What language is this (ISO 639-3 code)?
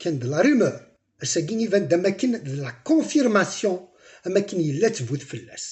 kab